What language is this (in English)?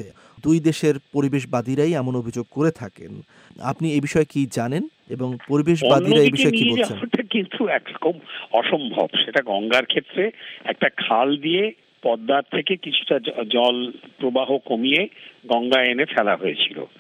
Bangla